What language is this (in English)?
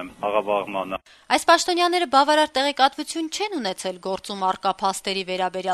Armenian